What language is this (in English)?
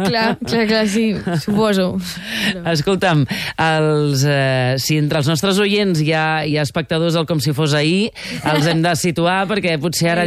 Catalan